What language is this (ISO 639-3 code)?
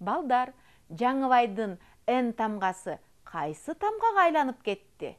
kir